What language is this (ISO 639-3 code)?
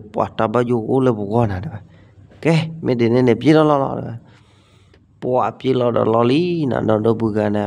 ksw